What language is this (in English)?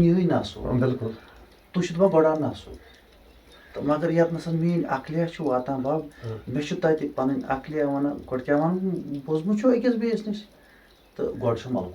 Kashmiri